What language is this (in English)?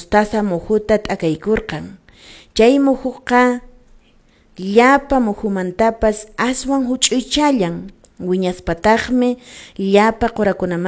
Quechua